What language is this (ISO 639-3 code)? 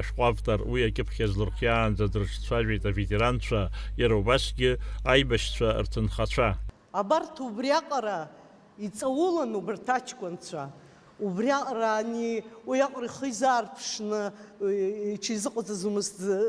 abk